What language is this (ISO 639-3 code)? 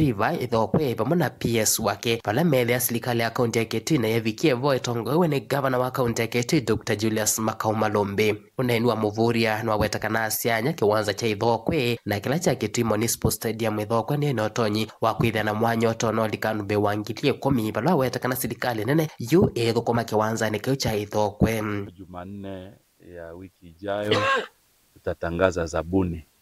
kam